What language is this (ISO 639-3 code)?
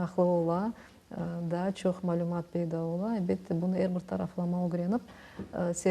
crh